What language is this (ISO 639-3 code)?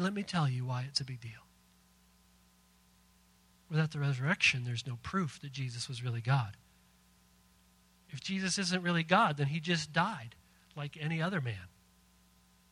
eng